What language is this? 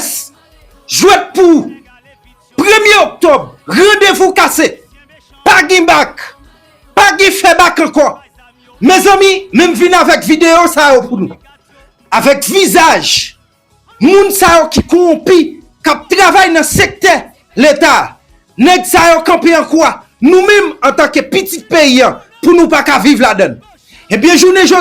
Haitian Creole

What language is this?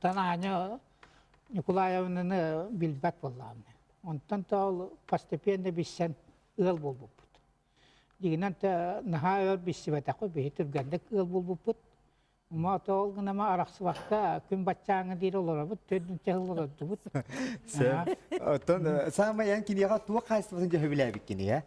Yakut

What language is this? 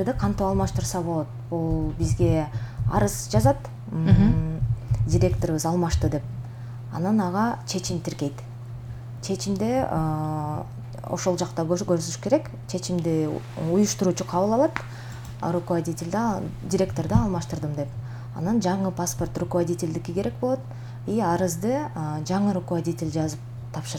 Kyrgyz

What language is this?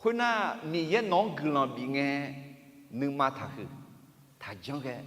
Akha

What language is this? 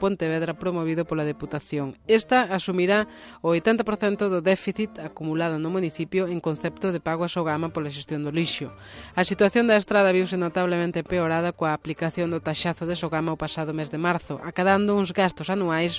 Galician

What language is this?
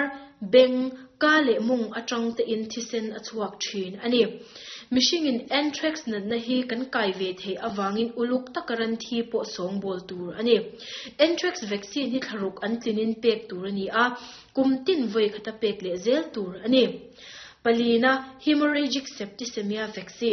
Mizo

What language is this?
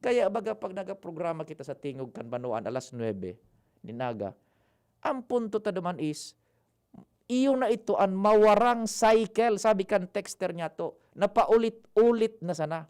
Bikol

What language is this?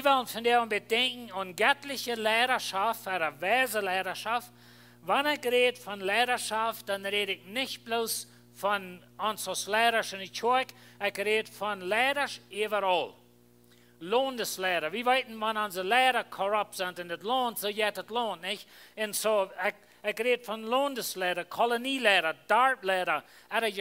Plautdietsch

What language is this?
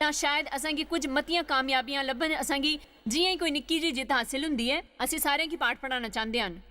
Dogri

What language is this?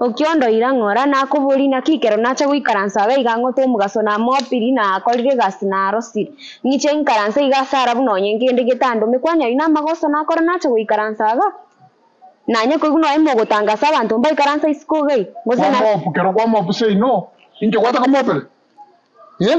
Gusii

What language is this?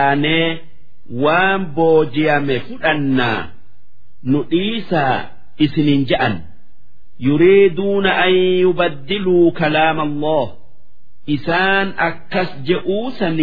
Oromo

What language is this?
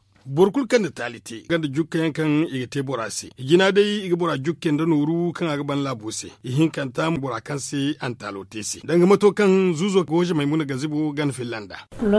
Zarma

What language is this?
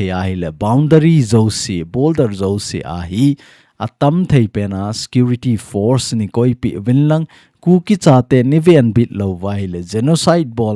Thado Chin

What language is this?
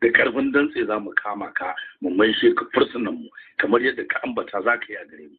Hausa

